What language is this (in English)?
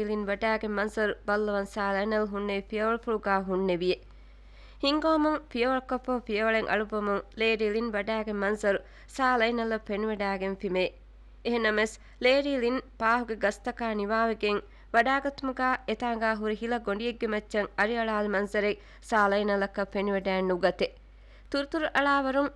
Divehi